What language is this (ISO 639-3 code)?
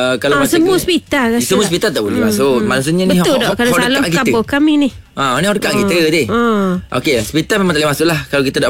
msa